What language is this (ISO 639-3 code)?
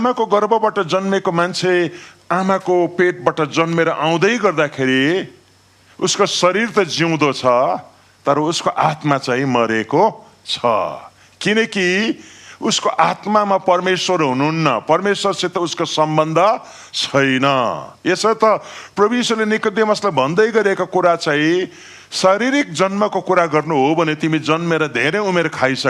nep